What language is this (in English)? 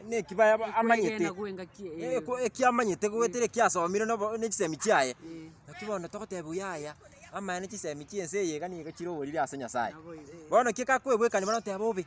Gusii